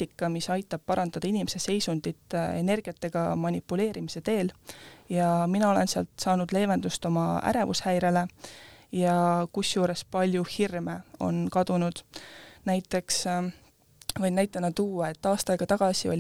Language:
Estonian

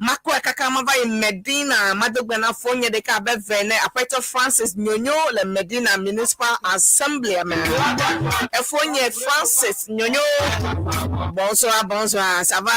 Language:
Ewe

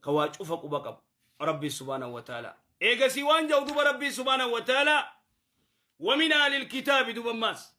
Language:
Oromo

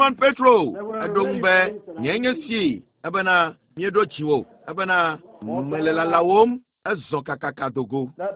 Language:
Ewe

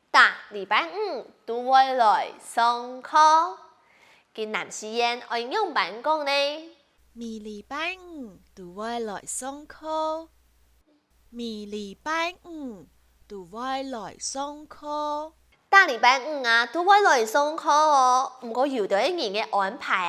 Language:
Hakka Chinese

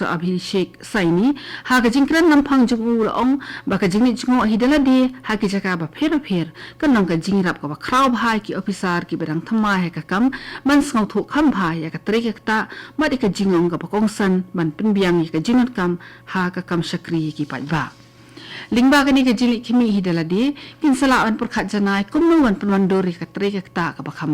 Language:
Khasi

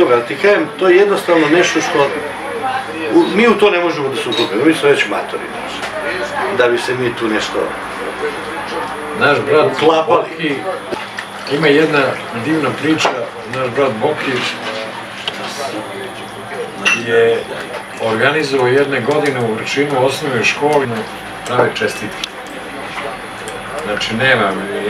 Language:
Serbian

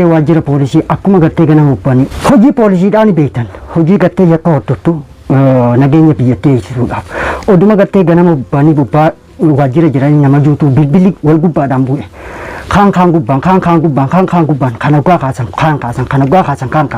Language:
Oromo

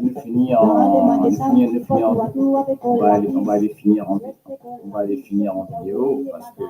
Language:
Morisyen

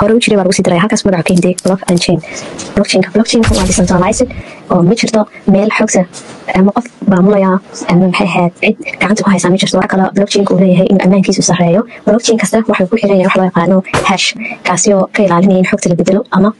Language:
Somali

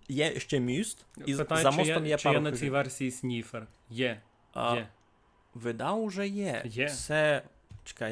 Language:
Rusyn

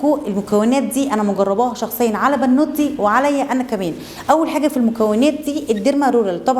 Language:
Egyptian Arabic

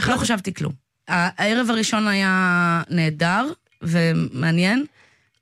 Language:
Hebrew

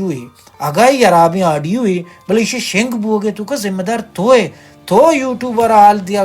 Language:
Baluchi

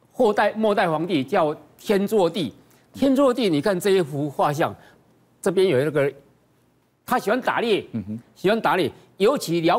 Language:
Chinese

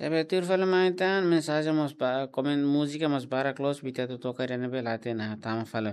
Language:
Tetum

